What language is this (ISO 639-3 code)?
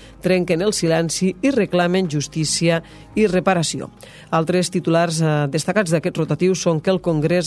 cat